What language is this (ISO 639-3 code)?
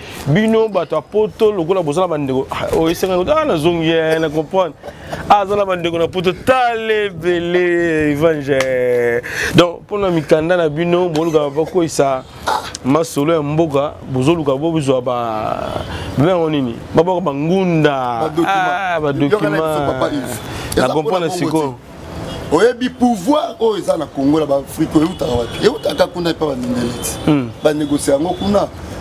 lin